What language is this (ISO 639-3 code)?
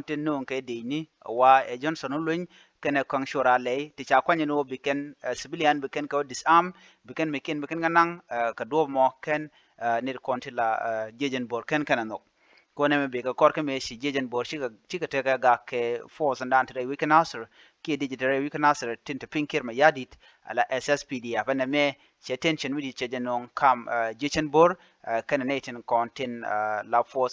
nus